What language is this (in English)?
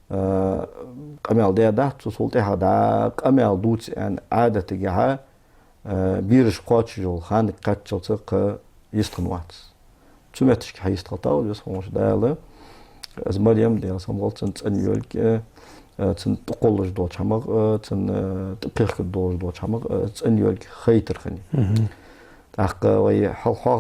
Ingush